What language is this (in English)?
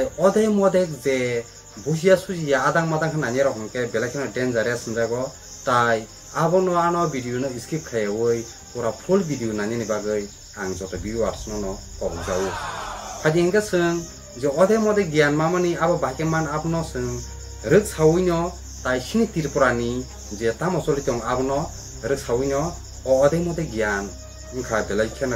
Kok Borok